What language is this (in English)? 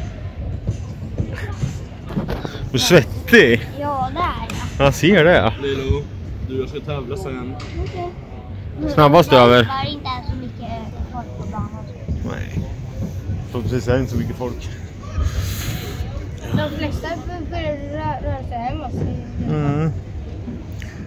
Swedish